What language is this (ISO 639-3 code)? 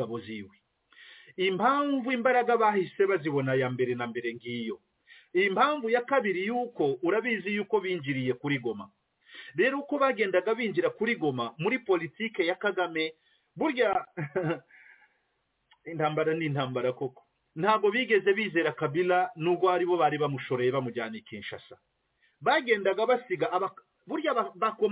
kin